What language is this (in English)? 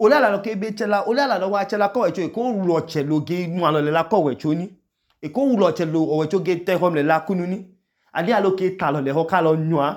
Idoma